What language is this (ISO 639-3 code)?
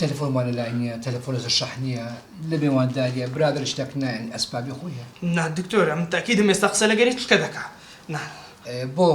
ckb